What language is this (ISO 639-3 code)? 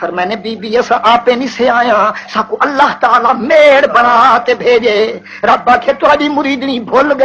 skr